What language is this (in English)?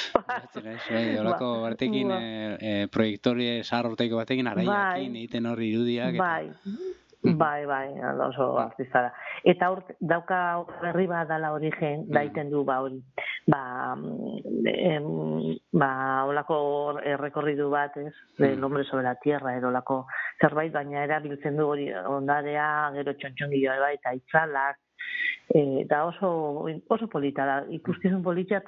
Basque